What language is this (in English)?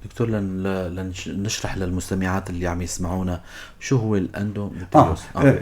North Levantine Arabic